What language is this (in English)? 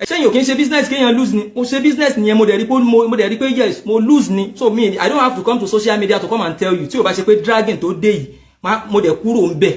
Yoruba